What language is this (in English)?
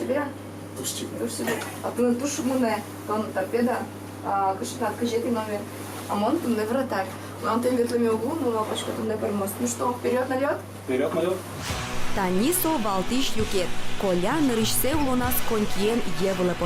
Udmurt